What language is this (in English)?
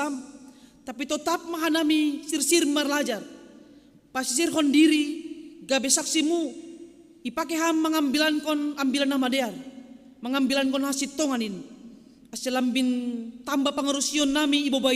Batak Simalungun